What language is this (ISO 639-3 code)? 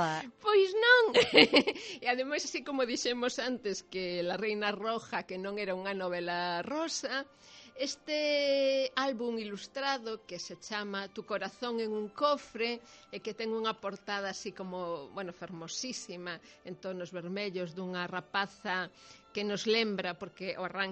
glg